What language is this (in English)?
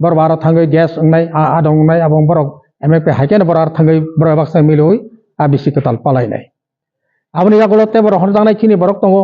Kok Borok